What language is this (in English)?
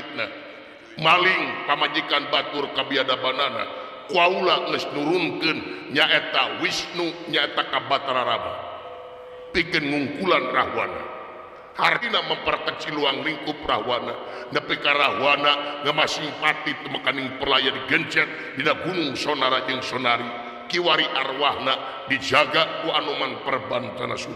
Sundanese